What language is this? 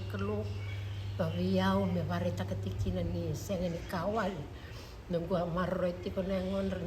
Fijian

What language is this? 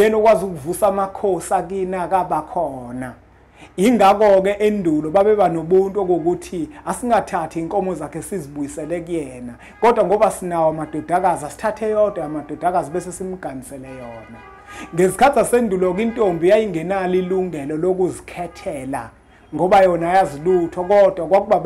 Zulu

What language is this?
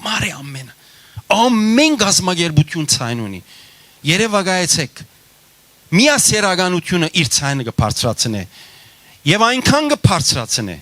Western Armenian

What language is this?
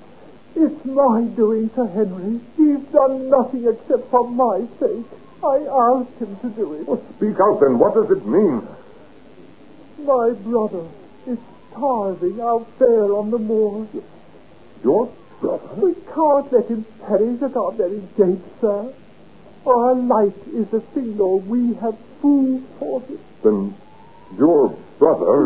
English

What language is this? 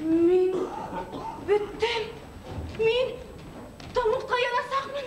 Bashkir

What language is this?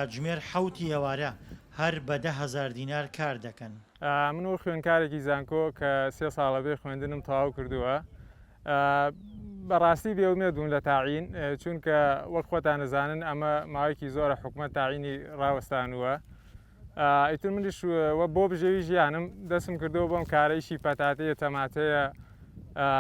Central Kurdish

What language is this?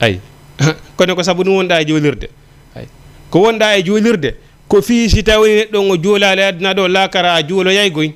Fula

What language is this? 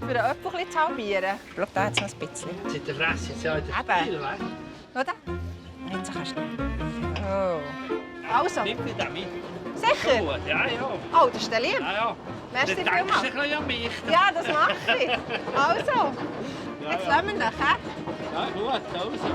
Swiss German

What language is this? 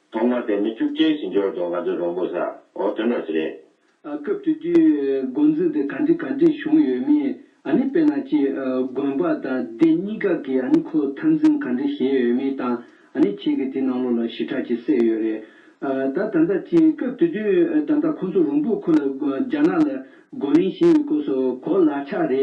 Tibetan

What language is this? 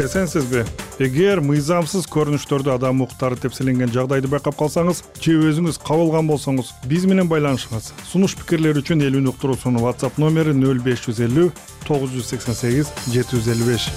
Kyrgyz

